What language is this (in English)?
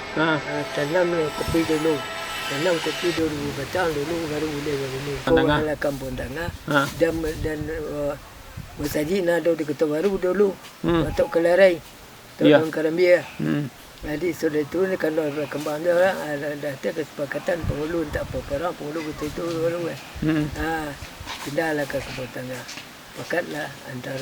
Minangkabau